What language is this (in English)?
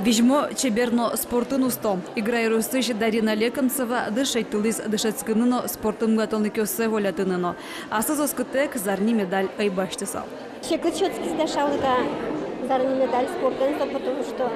Udmurt